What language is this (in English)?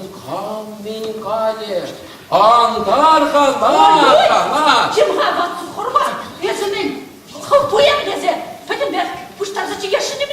Chuvash